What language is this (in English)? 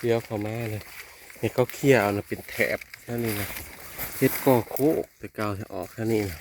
Northeastern Thai